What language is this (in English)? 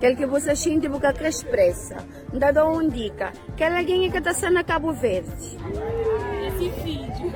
Kabuverdianu